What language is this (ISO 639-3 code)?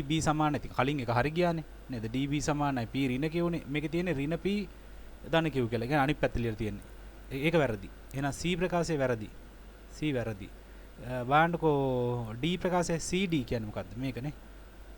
sin